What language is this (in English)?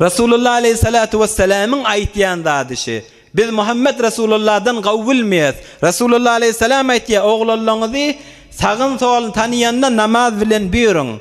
Turkmen